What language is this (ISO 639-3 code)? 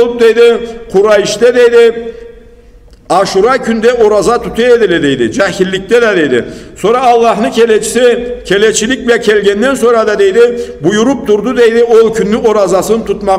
krc